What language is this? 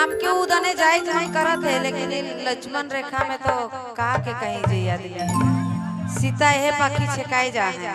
Sadri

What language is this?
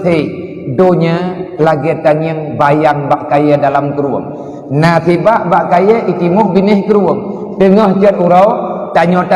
Achinese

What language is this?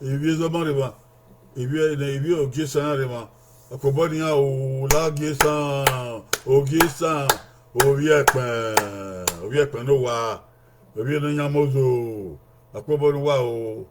Bini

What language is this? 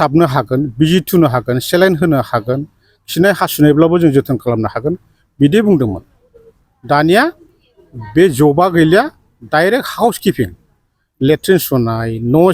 Bodo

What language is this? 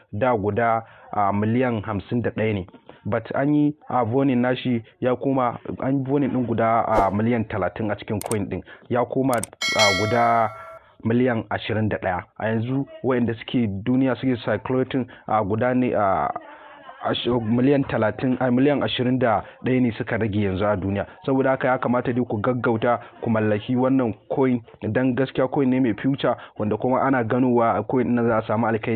Hausa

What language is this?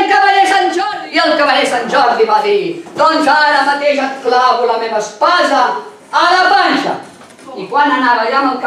Catalan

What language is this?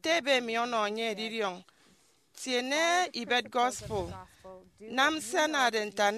Efik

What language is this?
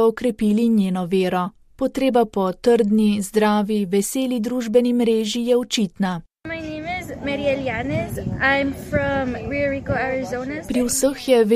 Slovenian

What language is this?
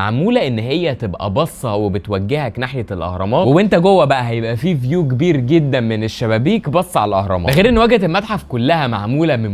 Egyptian Arabic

